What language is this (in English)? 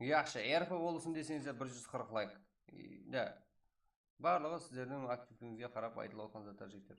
Kara-Kalpak